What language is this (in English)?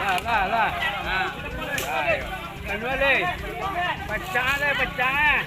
Minangkabau